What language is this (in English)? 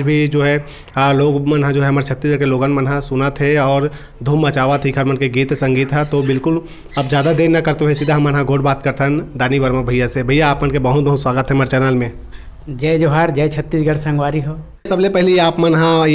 Chhattisgarhi